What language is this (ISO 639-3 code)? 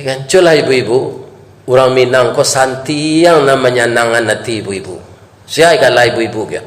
min